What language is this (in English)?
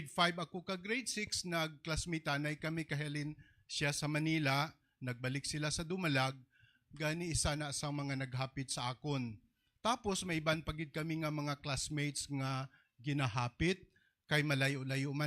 Hiligaynon